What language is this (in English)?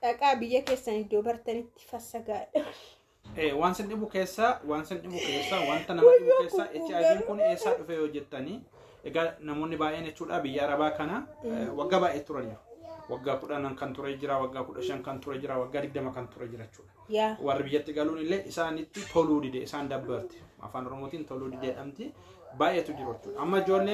Oromo